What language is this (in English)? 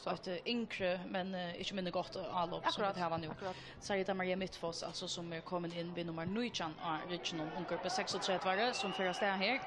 Faroese